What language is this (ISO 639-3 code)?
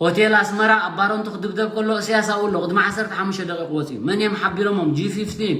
tir